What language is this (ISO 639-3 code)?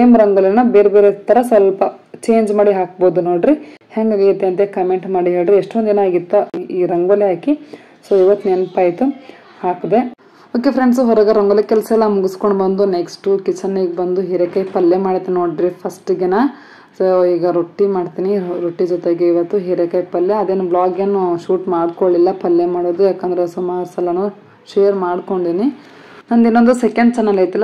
kan